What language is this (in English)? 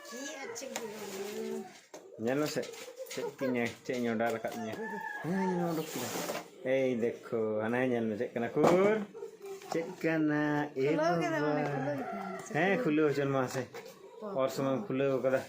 Santali